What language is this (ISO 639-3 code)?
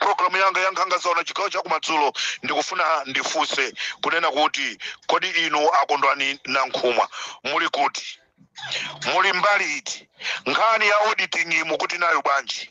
nya